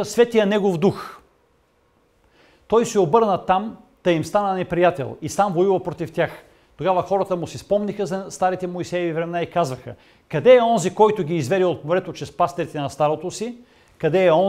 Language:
Bulgarian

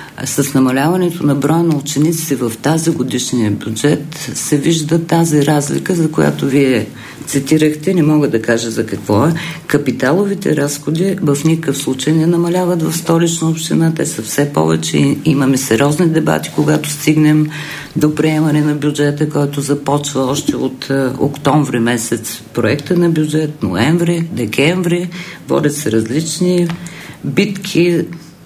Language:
Bulgarian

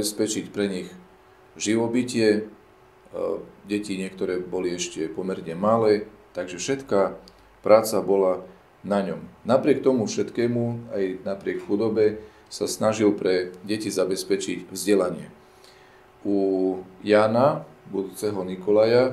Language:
Slovak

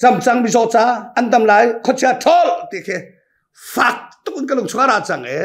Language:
Hakha Chin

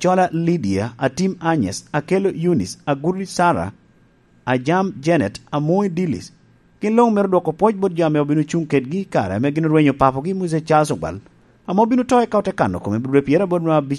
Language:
Lango (Uganda)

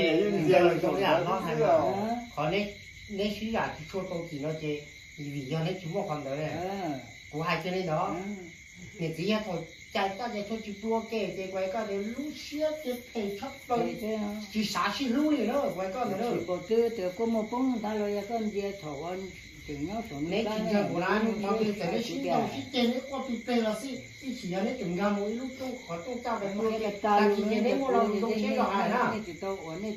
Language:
Hmong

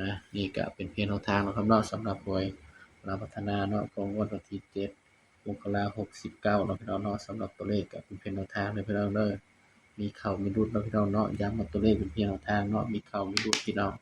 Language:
Northeastern Thai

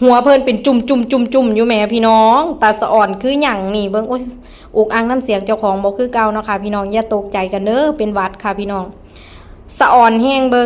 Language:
Lao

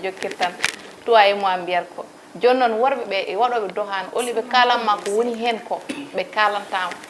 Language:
Fula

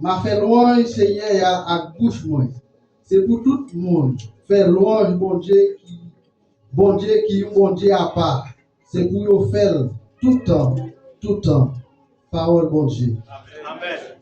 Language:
Haitian Creole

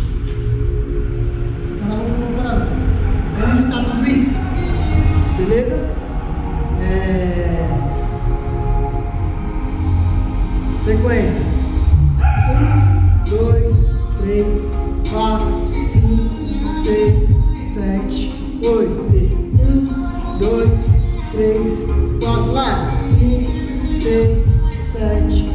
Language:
Portuguese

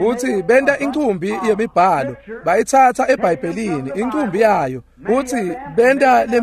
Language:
Swati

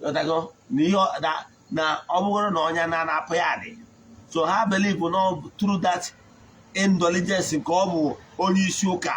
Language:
Igbo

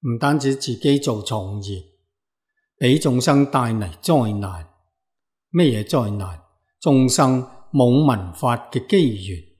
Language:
Cantonese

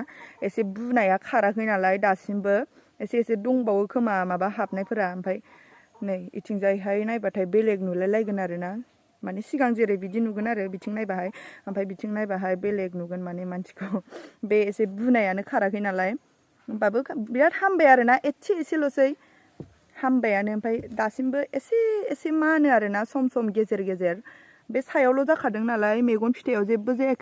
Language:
Bodo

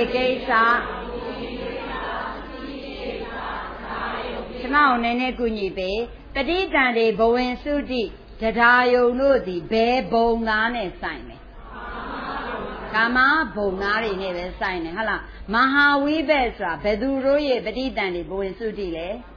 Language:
Burmese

